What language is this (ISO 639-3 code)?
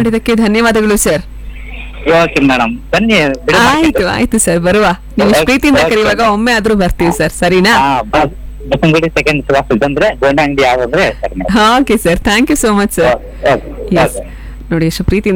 kan